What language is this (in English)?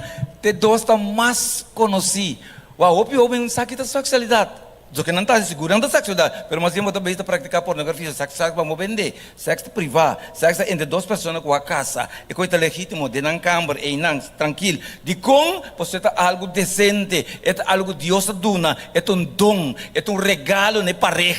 Papiamento